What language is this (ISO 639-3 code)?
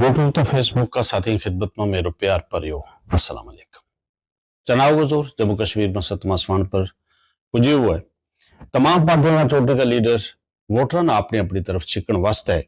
gju